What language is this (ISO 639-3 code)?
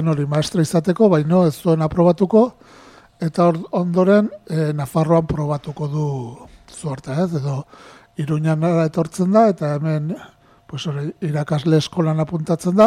eus